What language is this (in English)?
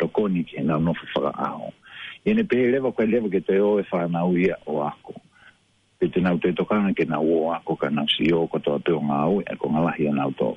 Tongan